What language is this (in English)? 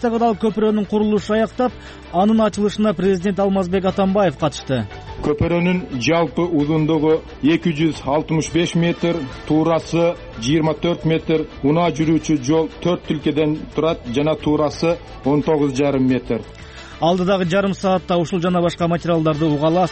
Kyrgyz